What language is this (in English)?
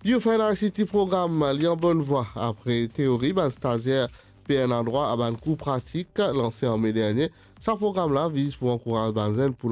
Morisyen